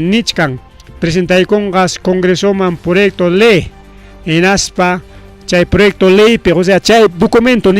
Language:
Ayacucho Quechua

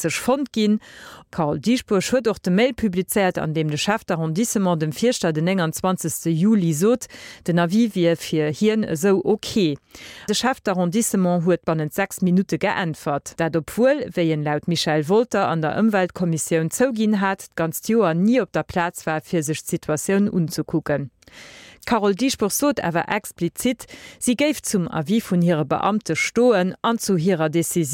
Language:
Luxembourgish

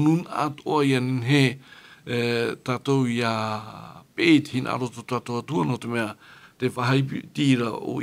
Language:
Tahitian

